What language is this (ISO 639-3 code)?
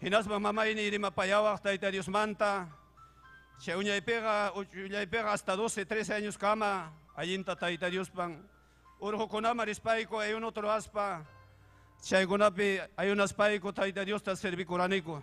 quy